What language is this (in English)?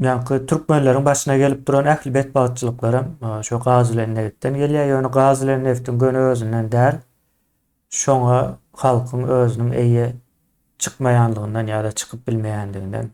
Turkmen